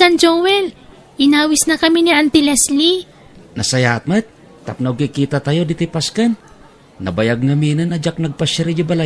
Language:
Iloko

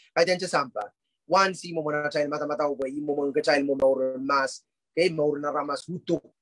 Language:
Pohnpeian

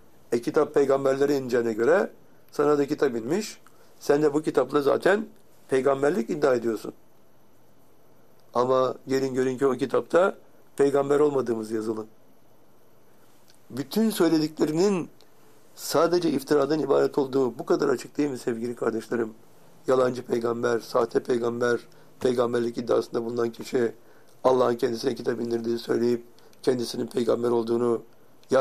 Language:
Turkish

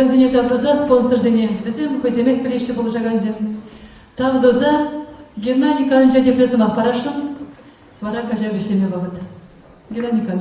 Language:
Chuvash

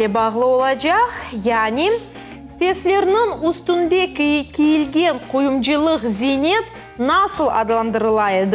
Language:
Crimean Tatar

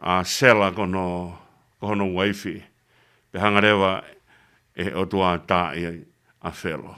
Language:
Tongan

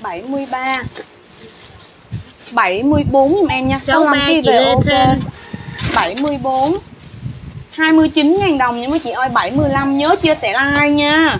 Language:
Vietnamese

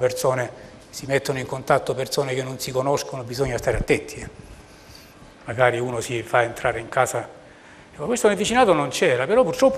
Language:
Italian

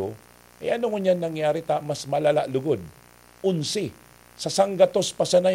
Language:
Bikol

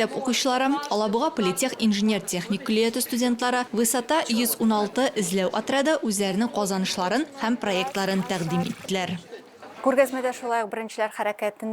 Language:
Tatar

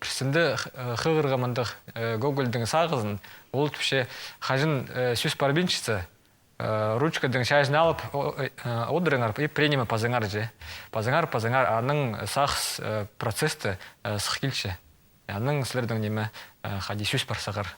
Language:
Khakas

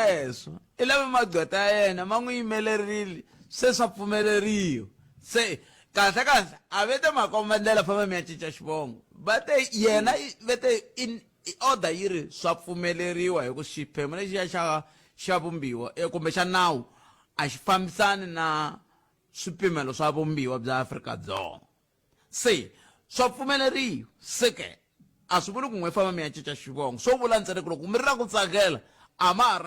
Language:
Tsonga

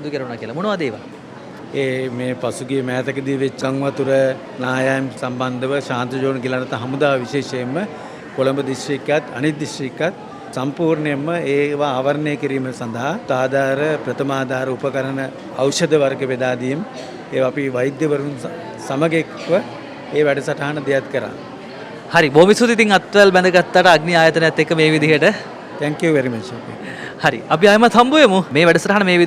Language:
Sinhala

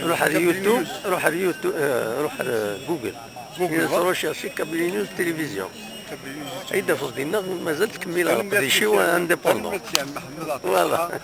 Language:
Kabyle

